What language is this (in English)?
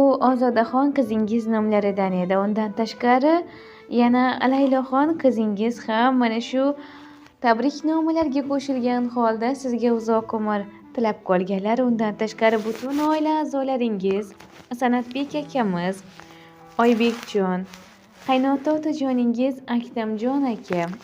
Uzbek